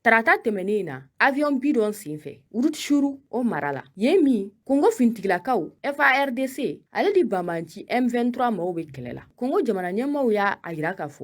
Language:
Bambara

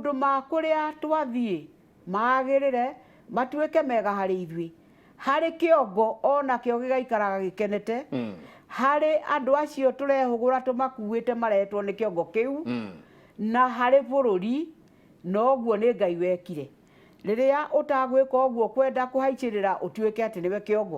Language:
Kikuyu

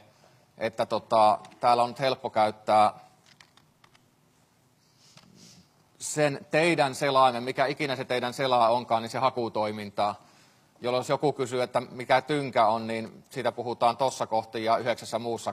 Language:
Finnish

